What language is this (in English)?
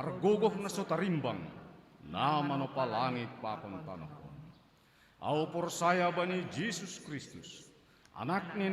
Batak Simalungun